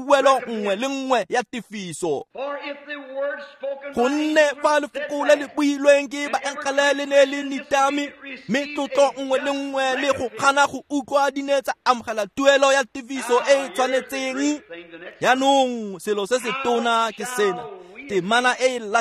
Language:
Tswana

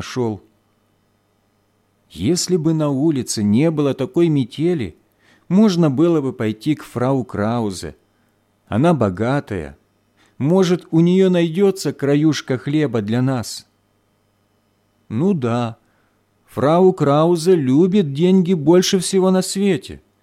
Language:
Russian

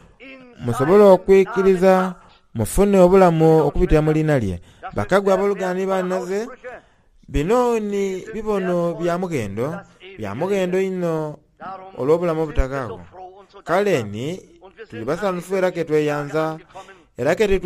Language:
Soga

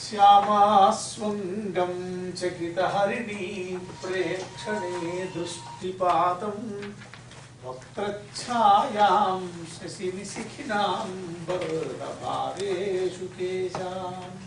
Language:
Sanskrit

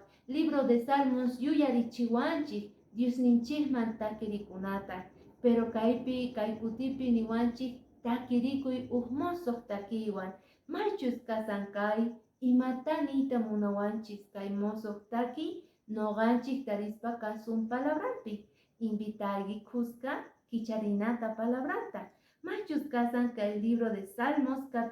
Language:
Quechua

